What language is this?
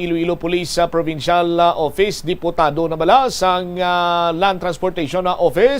Hiligaynon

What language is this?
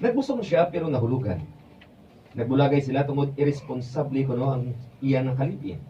Hiligaynon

